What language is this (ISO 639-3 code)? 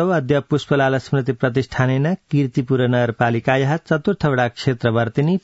san